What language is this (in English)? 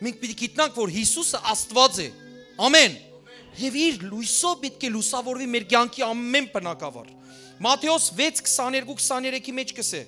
Western Armenian